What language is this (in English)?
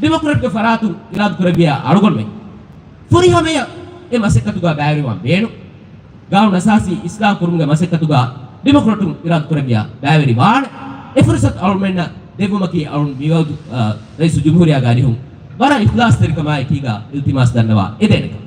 Divehi